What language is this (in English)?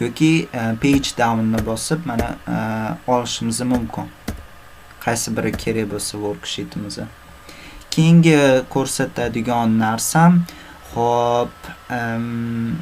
Uzbek